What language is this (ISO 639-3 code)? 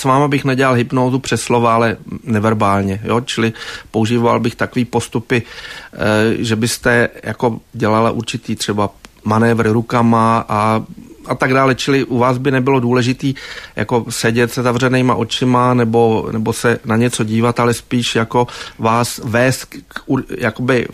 ces